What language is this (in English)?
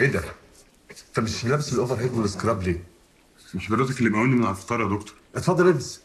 Egyptian Arabic